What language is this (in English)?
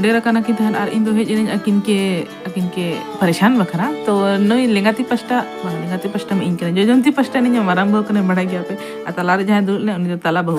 Santali